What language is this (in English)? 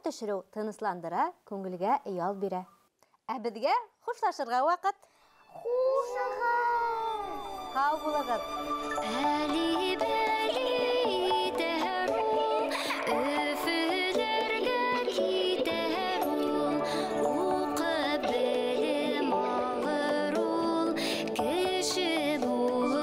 Bashkir